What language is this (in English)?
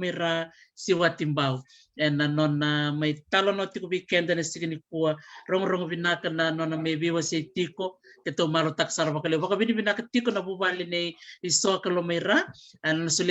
Fijian